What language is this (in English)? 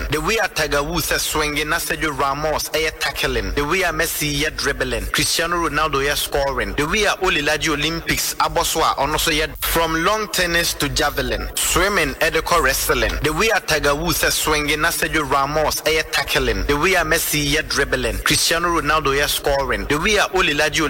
Akan